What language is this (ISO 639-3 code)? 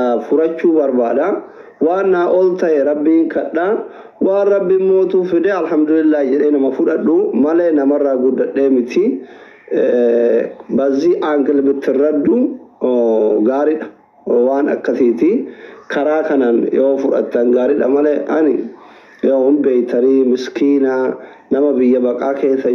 orm